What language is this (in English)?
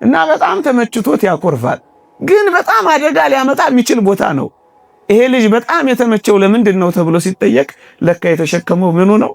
Amharic